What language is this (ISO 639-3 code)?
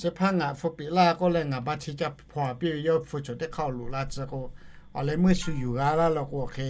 lhu